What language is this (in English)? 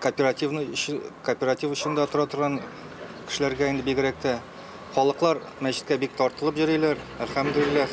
Tatar